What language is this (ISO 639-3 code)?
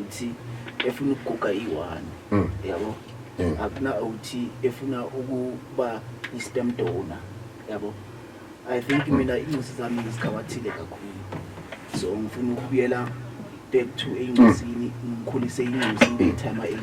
zul